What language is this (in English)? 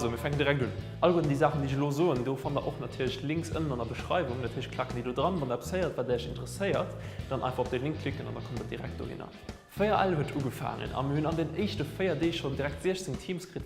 Luxembourgish